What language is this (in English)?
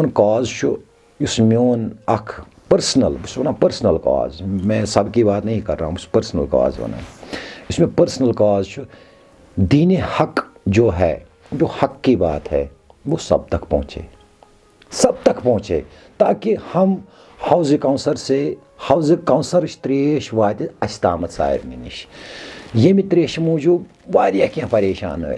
Kashmiri